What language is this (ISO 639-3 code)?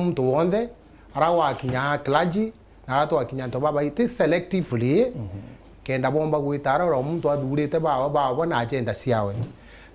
mer